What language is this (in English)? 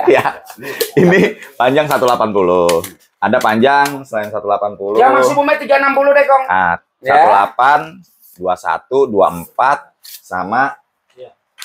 Indonesian